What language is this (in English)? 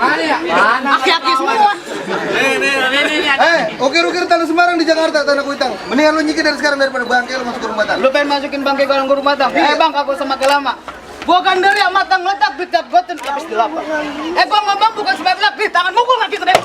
Betawi